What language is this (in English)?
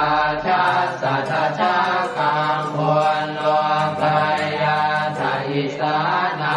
Pali